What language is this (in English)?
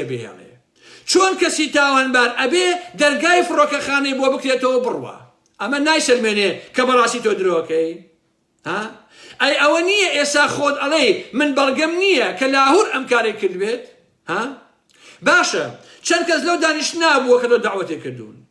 Central Kurdish